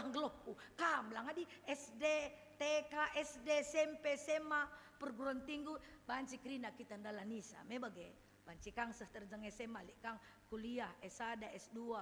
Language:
Batak Karo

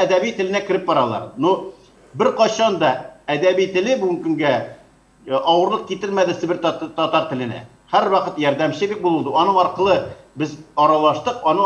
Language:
Tatar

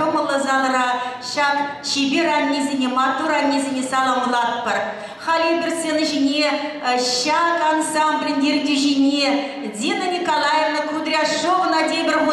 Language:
Chuvash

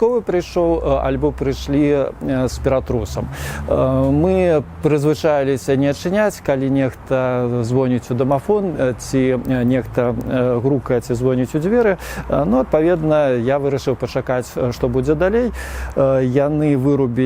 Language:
Belarusian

